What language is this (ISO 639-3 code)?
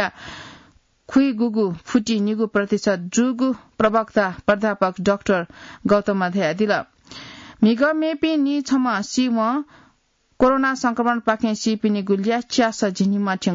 new